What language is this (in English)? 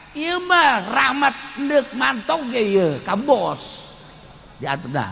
Sundanese